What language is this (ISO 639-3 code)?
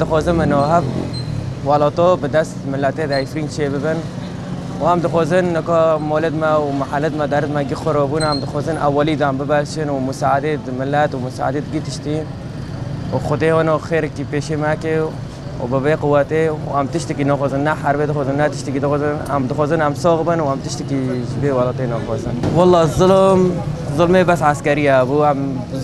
kur